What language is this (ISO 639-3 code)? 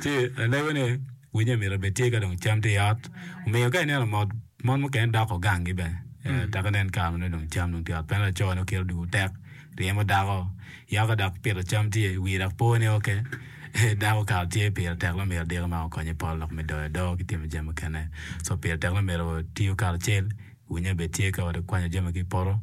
ach